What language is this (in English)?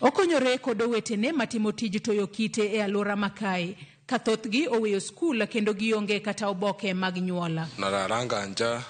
Luo (Kenya and Tanzania)